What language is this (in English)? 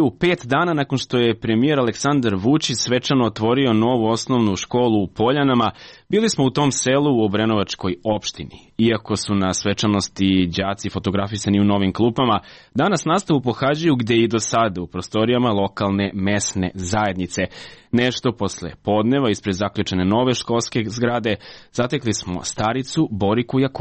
Serbian